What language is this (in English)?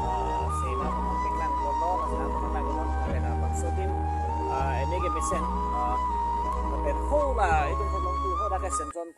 Karbi